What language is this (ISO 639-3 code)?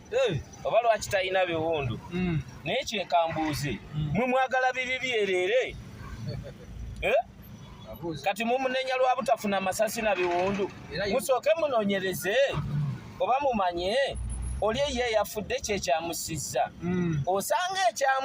lug